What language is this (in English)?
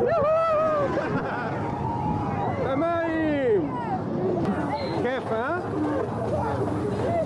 Hebrew